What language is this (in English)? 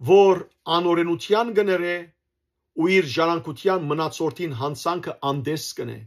Western Armenian